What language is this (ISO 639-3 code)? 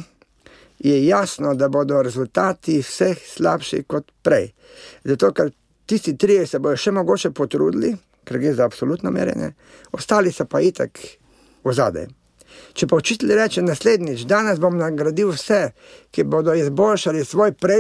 slv